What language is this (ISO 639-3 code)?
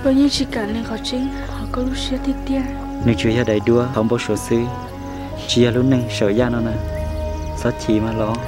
hmn